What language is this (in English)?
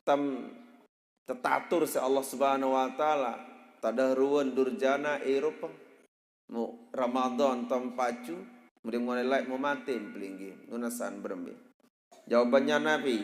Sasak